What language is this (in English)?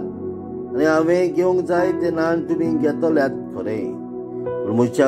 Konkani